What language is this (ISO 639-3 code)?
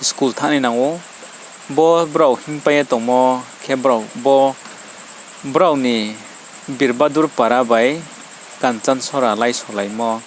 ria